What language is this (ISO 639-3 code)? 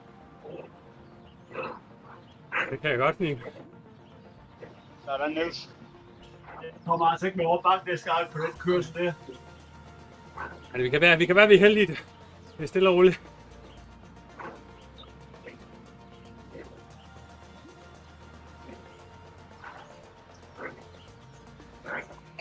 dan